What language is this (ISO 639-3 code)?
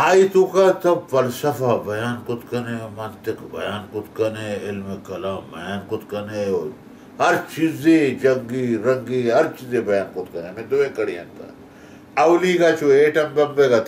bal